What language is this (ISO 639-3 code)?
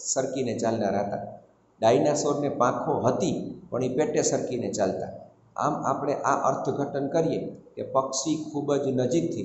guj